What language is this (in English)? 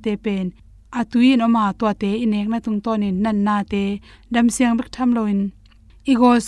Tedim Chin